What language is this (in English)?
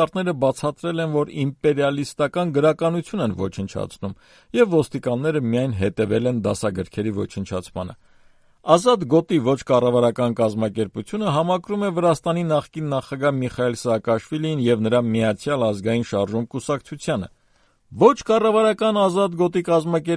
Armenian